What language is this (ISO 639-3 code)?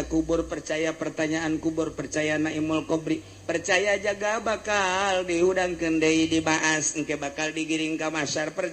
sun